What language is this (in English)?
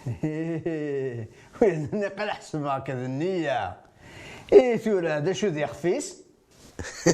Kabyle